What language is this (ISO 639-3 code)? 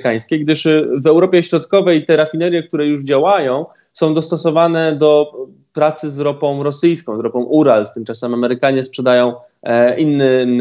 pol